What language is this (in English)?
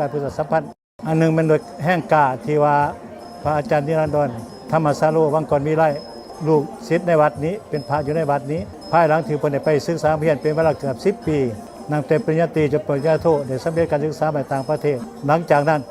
Lao